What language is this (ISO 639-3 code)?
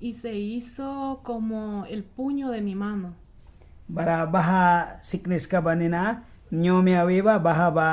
miq